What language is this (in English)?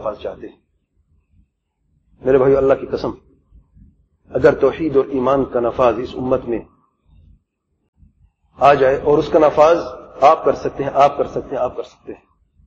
Urdu